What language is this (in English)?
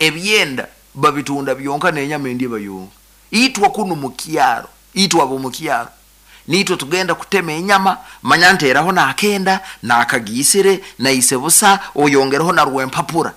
Nyoro